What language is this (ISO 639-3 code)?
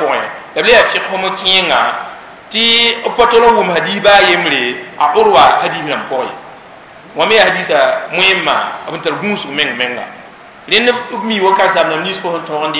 mos